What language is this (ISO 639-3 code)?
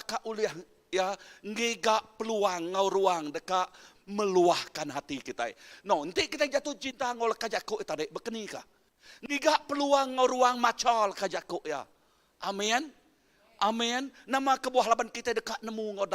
iba